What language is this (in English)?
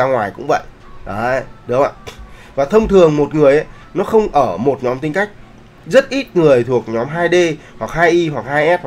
Vietnamese